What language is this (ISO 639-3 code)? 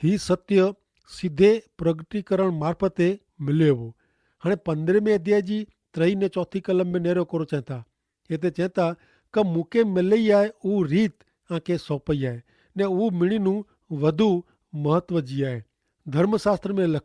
kfr